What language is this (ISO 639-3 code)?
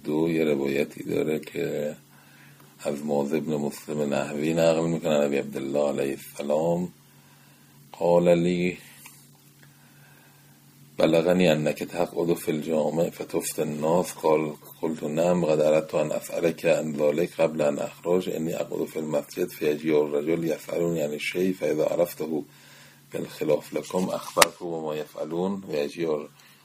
fas